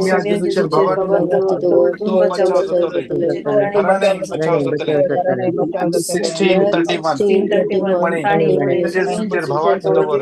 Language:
Konkani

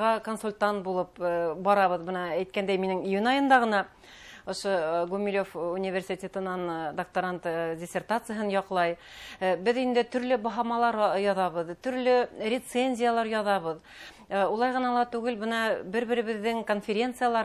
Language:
Bashkir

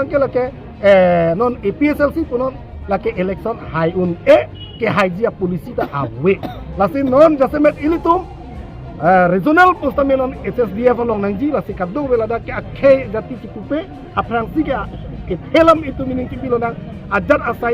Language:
Karbi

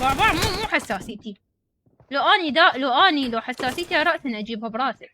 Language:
Mesopotamian Arabic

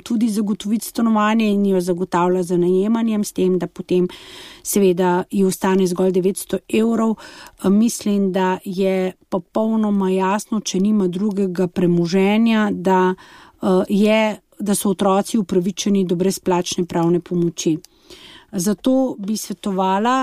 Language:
Slovenian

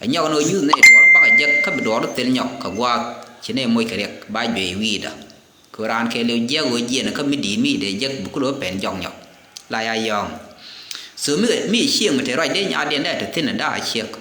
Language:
Nuer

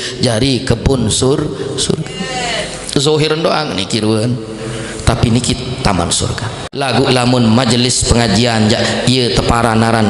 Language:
Sasak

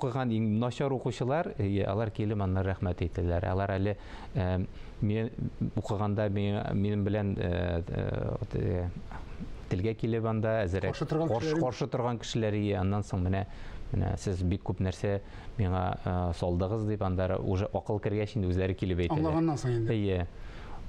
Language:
Tatar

